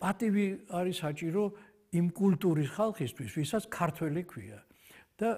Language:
Georgian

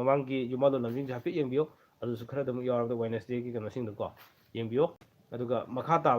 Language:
Manipuri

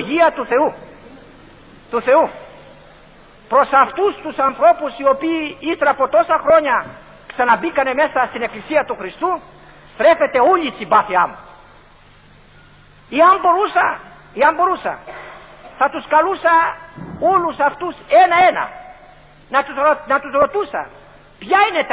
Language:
Greek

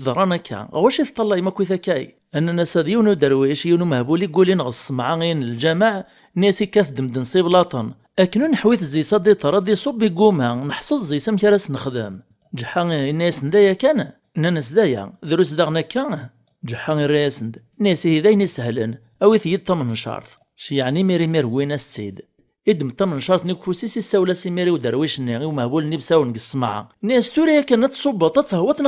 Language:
Kabyle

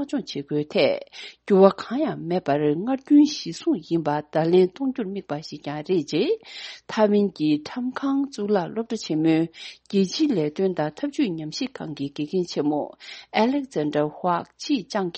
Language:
Tibetan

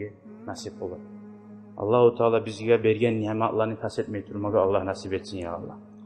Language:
Kumyk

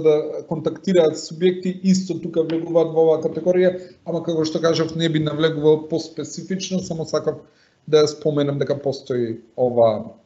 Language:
Macedonian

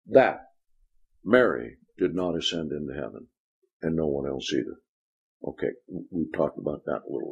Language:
English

